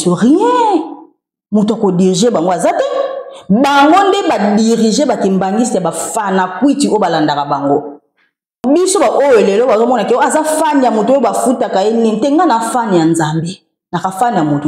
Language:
Lingala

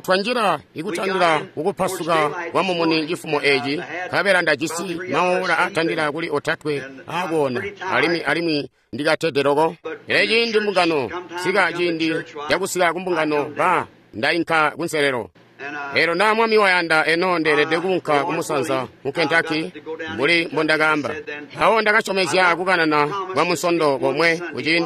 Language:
Tonga (Zambia)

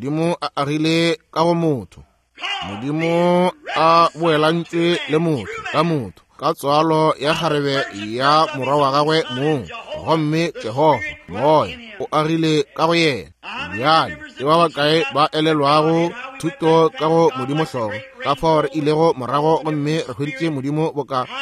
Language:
Northern Sotho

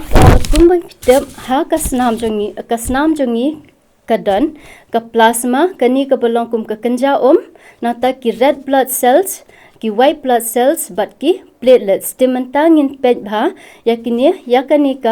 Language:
Khasi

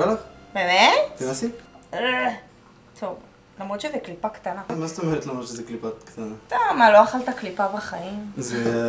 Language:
Hebrew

